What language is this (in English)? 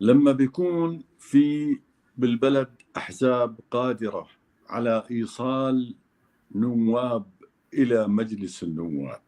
North Levantine Arabic